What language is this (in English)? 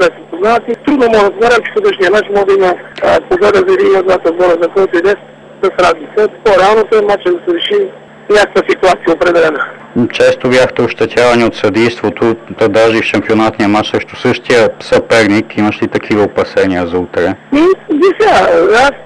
Bulgarian